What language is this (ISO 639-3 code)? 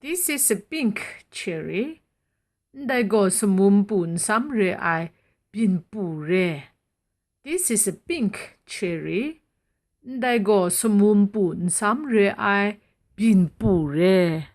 kac